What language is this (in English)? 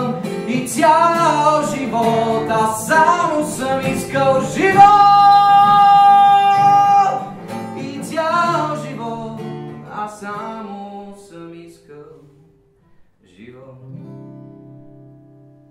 Bulgarian